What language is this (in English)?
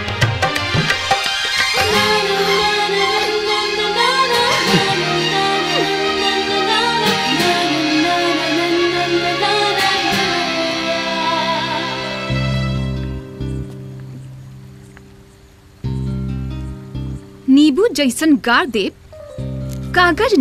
Bhojpuri